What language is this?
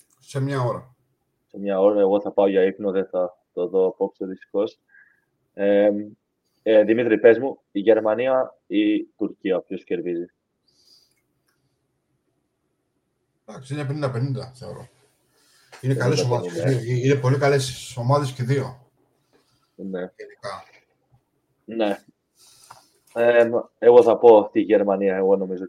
Greek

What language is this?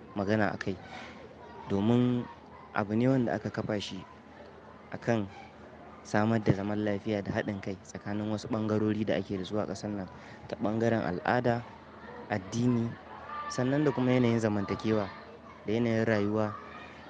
Hausa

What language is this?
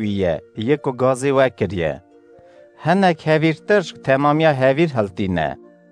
Kurdish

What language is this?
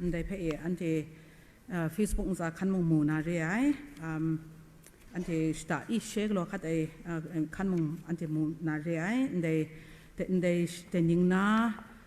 Kachin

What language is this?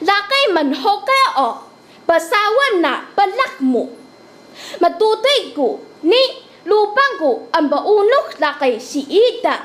Taroko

